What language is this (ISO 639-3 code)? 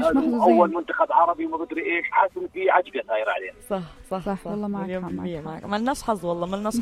apc